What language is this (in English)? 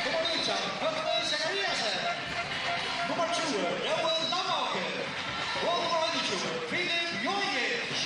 Faroese